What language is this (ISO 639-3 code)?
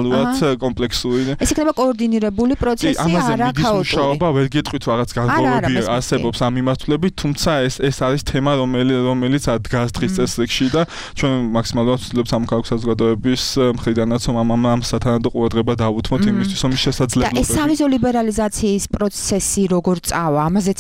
kat